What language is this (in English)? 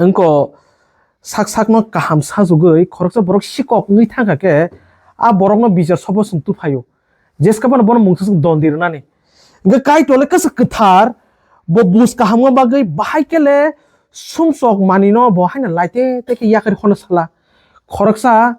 Kok Borok